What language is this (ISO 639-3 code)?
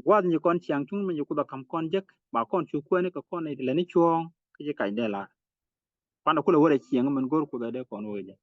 nus